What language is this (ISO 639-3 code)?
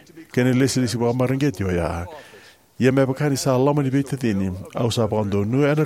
fij